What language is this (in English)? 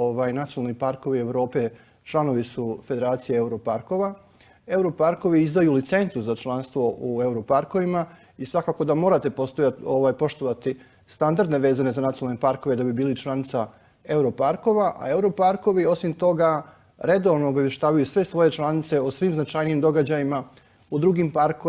Bosnian